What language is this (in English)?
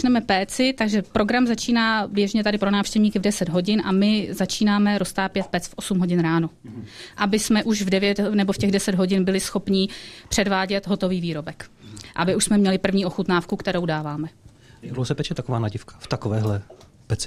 Czech